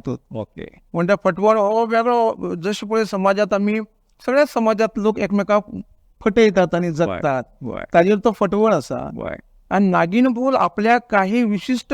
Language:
Konkani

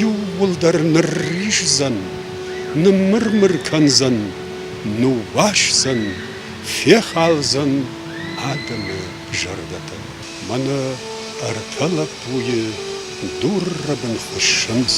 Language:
Ossetic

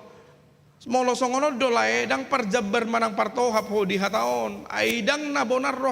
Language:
Batak Toba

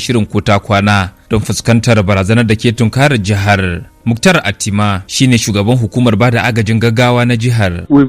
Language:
Hausa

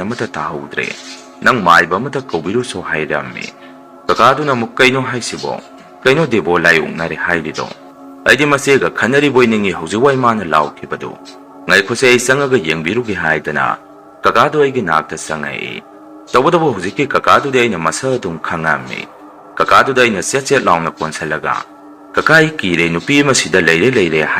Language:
Manipuri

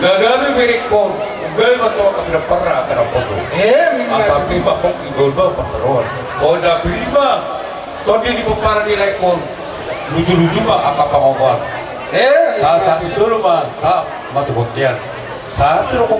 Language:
Batak Toba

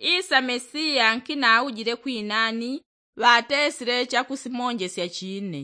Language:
Yao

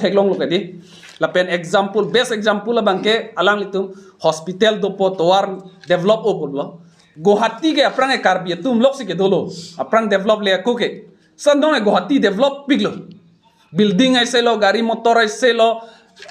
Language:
Karbi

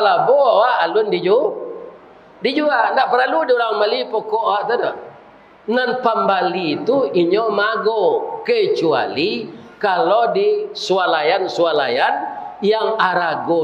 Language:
Minangkabau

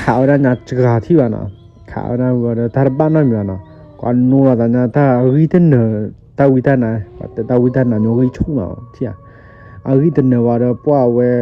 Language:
S'gaw Karen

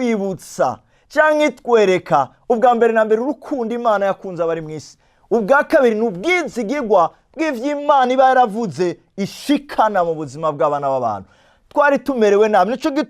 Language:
Rundi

